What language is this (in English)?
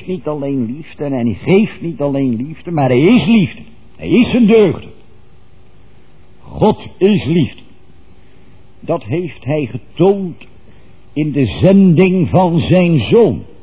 Dutch